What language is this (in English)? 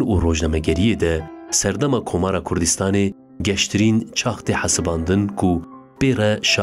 Kurdish